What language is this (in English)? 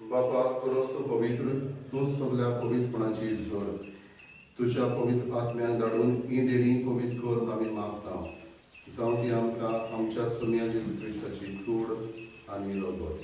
Konkani